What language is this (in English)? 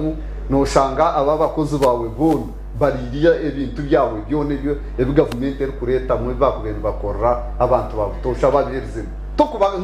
Nyankole